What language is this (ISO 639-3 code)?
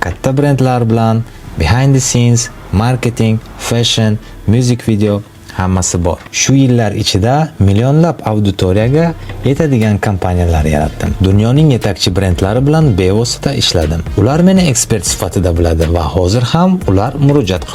uzb